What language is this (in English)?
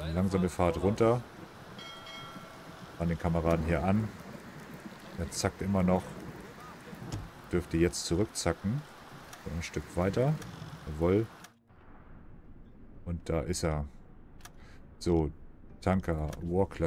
German